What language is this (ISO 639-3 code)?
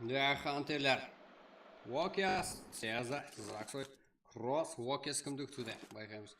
kaa